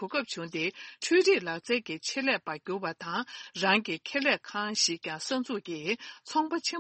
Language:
Tibetan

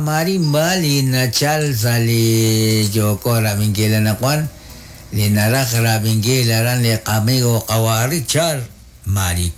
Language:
Kekchí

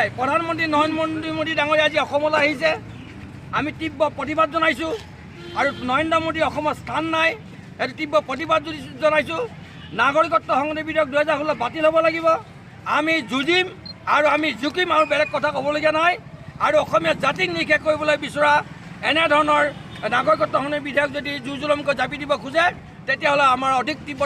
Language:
Assamese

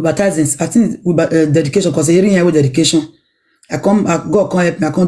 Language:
Nigerian Pidgin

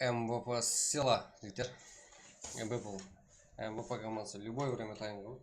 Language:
Kara-Kalpak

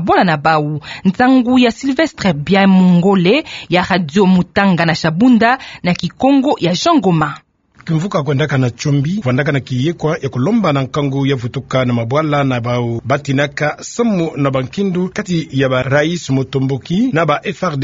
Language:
Kituba (Democratic Republic of Congo)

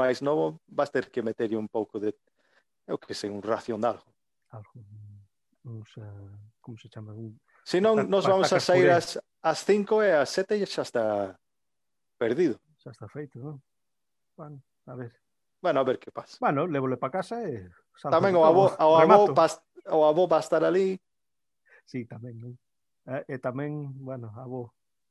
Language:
Galician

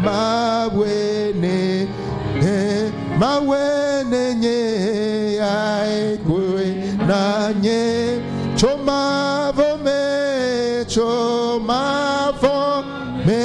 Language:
Ewe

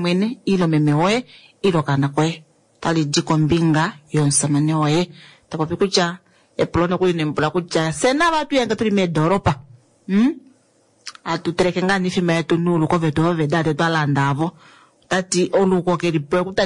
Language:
Kuanyama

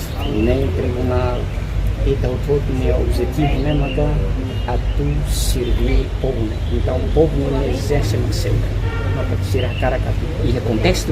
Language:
Tetum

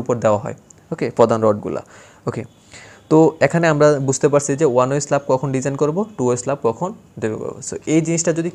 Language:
Bangla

